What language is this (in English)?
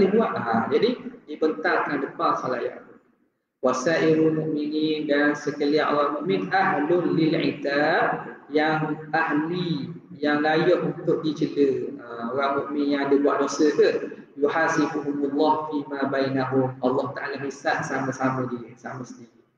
Malay